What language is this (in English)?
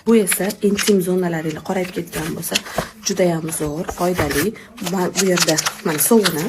Uzbek